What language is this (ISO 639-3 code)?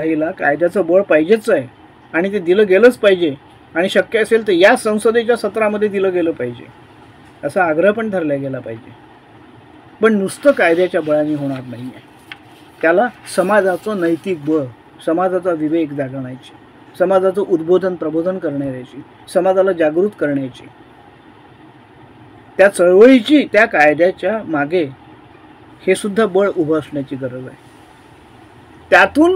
mar